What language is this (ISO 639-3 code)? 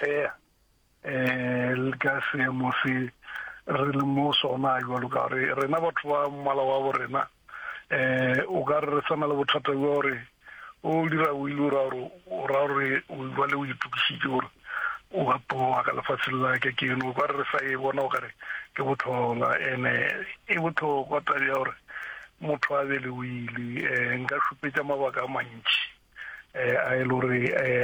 nso